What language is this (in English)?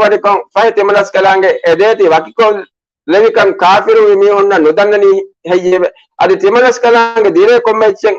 Divehi